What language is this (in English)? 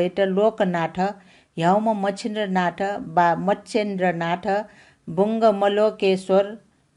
Newari